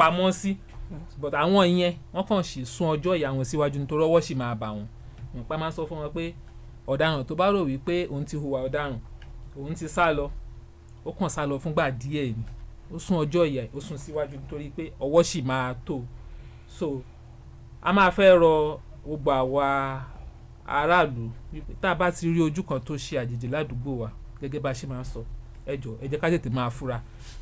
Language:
Yoruba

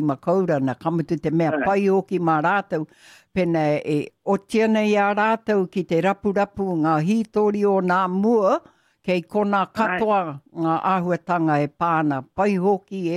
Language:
Māori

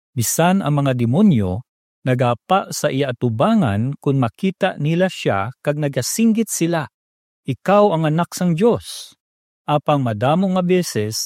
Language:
Hiligaynon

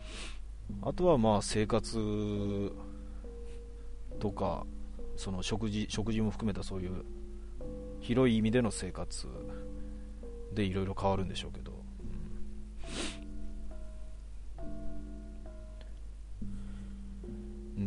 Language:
Japanese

